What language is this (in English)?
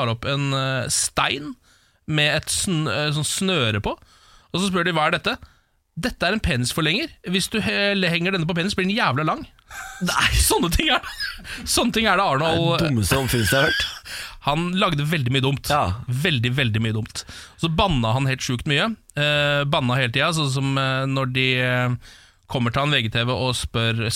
Norwegian